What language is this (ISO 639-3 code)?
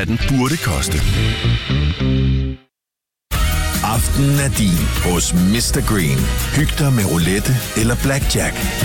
dan